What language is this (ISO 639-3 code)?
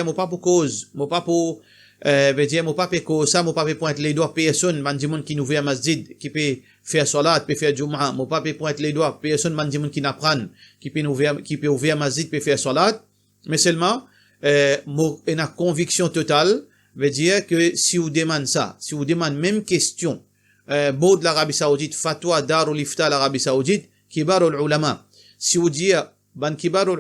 mfe